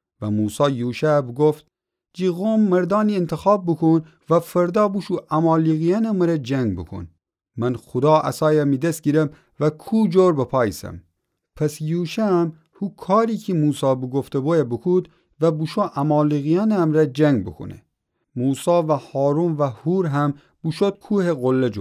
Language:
Gilaki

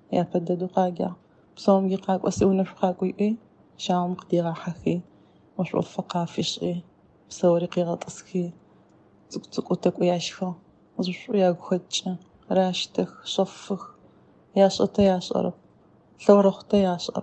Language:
Adyghe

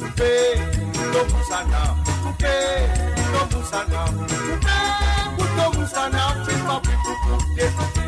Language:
Morisyen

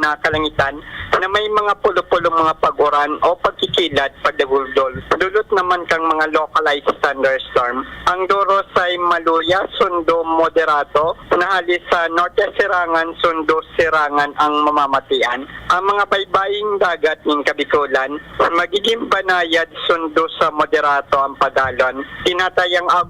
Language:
Bikol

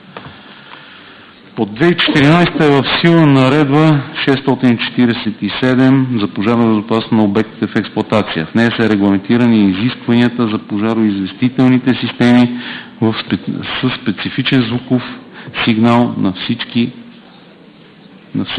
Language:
Bulgarian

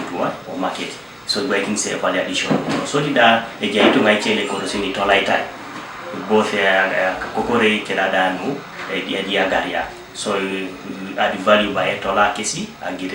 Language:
Teso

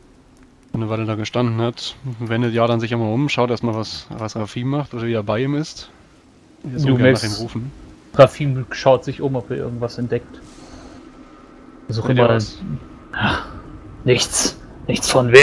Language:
German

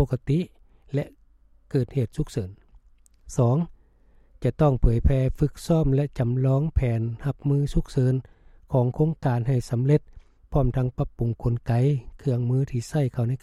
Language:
Lao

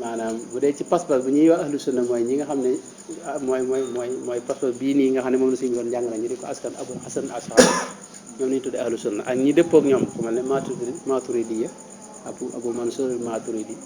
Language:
Wolof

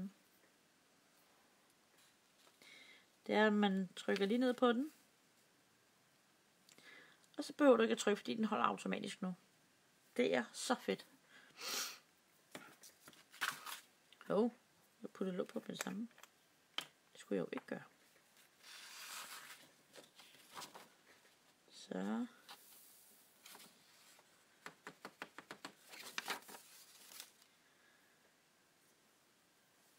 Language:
Danish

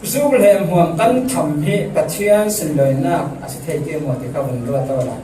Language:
Falam Chin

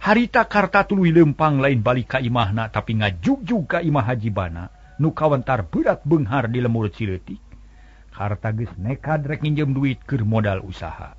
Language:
Sundanese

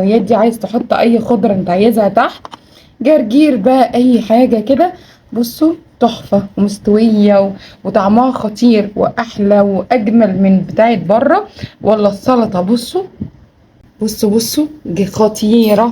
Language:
Egyptian Arabic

